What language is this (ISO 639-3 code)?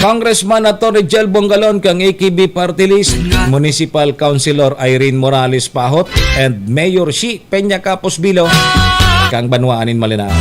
bik